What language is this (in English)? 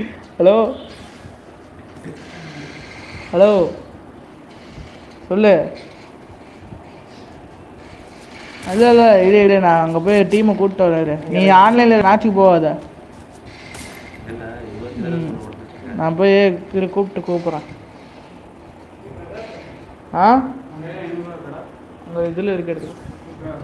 Tamil